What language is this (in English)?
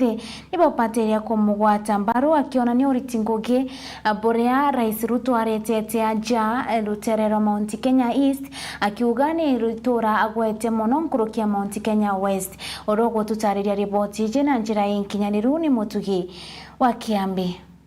Meru